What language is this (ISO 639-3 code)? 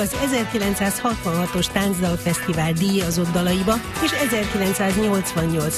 hun